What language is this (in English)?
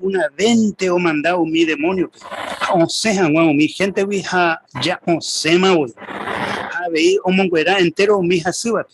Guarani